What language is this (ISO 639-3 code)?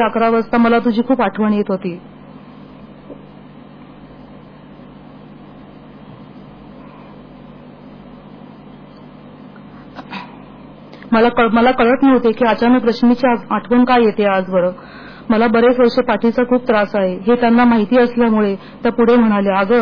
mar